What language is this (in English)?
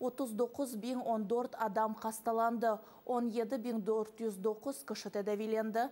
Crimean Tatar